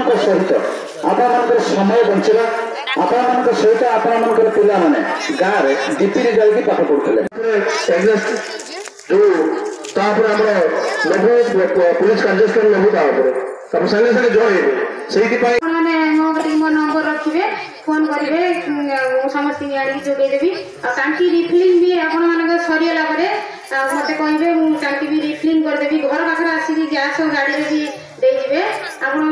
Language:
Odia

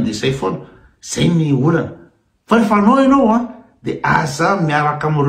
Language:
Malagasy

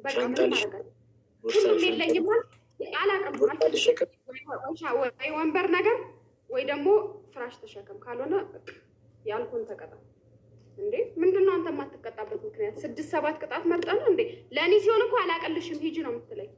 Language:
Amharic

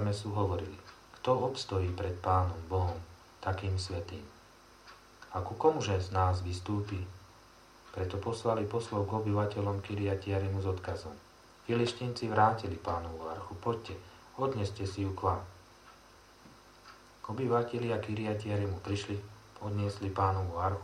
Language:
Slovak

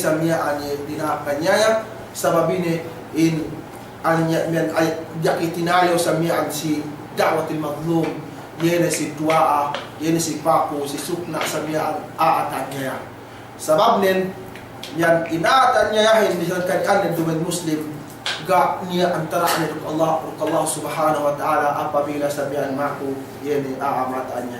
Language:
Yakan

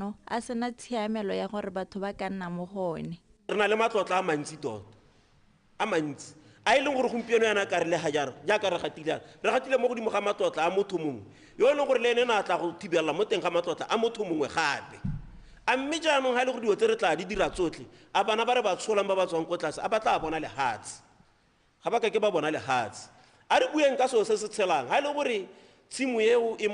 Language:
Tswana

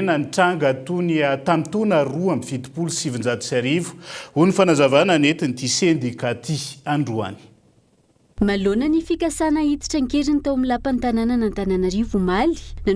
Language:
Malagasy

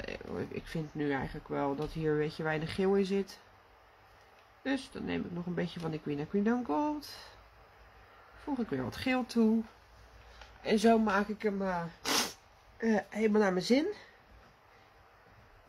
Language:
Dutch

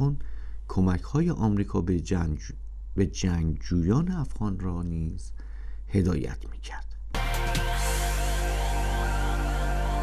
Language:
Persian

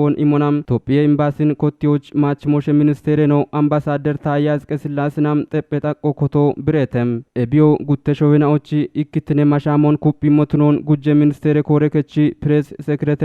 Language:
Kafa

